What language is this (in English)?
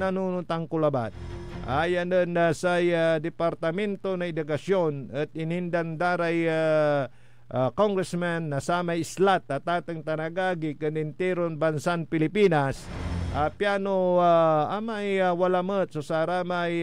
Pangasinan